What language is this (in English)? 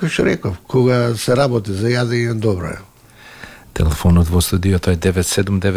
Macedonian